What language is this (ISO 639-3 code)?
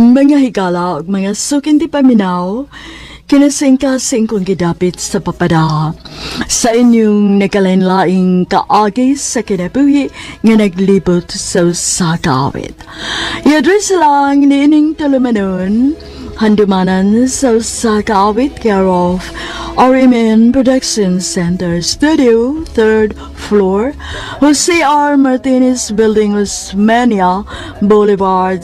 ceb